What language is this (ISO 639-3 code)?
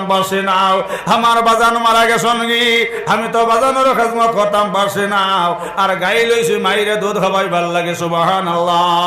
syl